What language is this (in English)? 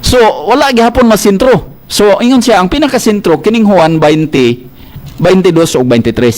Cebuano